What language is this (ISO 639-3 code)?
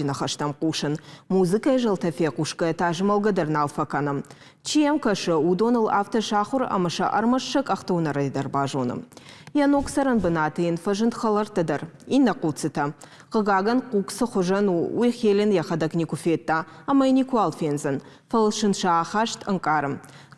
oss